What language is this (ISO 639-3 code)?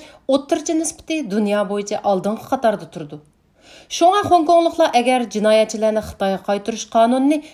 uig